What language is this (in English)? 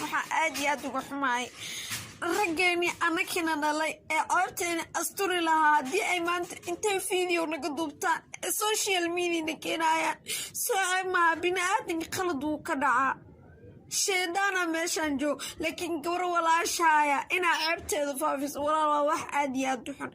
Somali